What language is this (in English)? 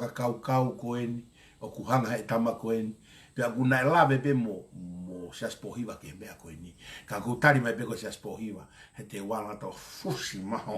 Tongan